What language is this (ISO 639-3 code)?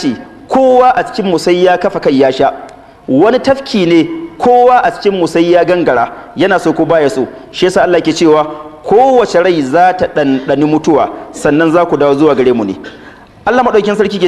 hau